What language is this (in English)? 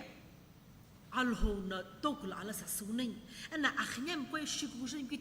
Sumi Naga